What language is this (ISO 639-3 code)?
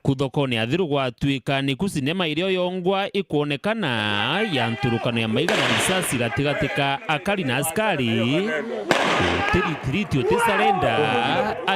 mer